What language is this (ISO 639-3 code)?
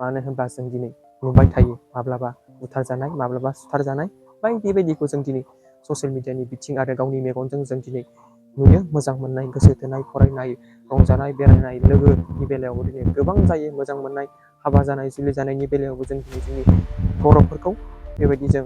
brx